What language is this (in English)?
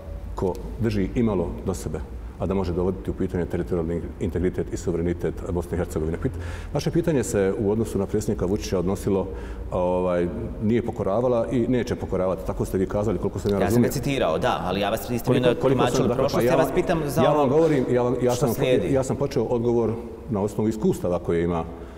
Bosnian